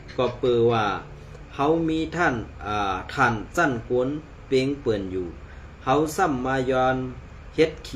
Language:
Shan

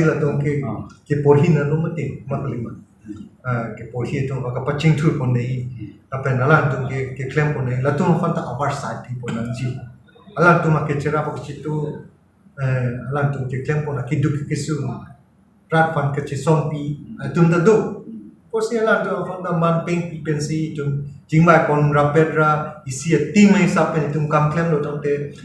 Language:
Karbi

